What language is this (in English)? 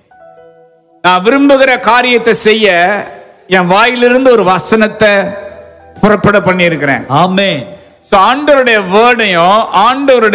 Tamil